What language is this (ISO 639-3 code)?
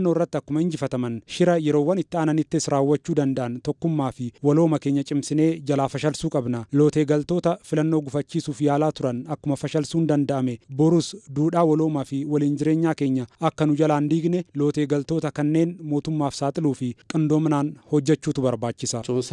orm